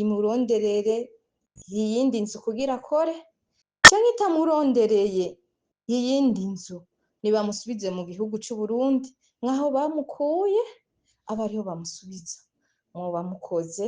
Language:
Rundi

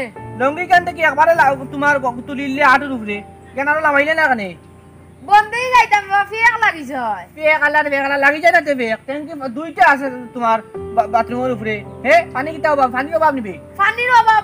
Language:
Sylheti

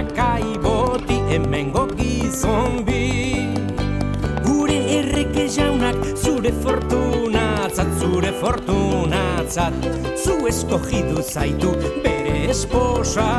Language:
Basque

